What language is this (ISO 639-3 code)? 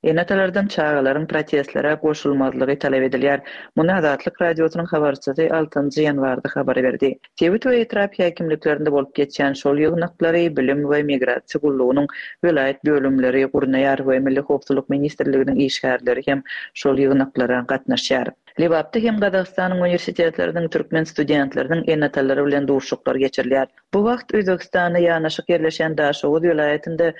tuk